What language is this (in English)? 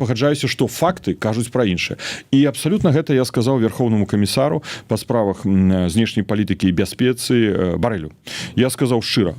Belarusian